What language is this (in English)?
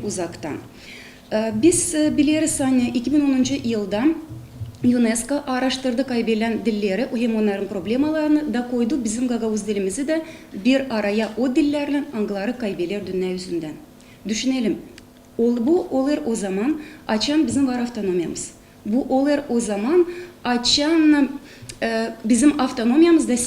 Gagauz